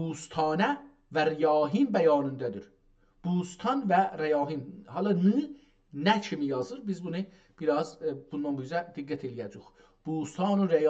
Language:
South Azerbaijani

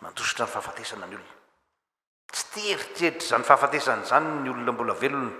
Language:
Malagasy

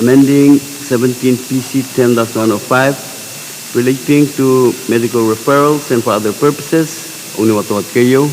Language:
Pohnpeian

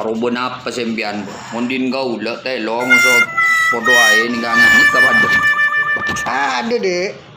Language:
Madurese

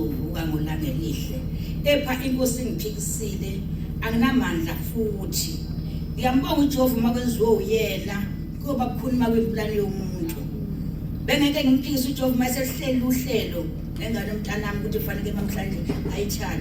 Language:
Zulu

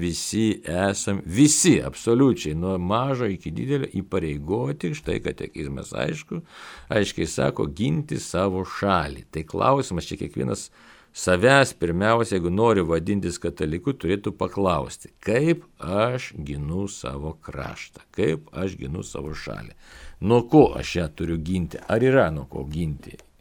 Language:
Lithuanian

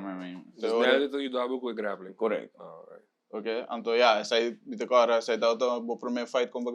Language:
Papiamento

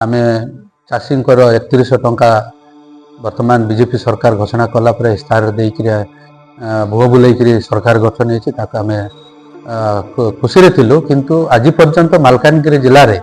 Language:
Odia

